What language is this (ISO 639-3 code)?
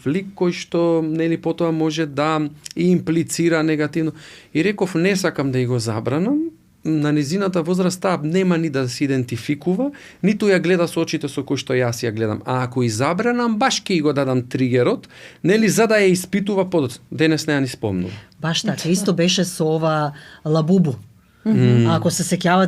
mkd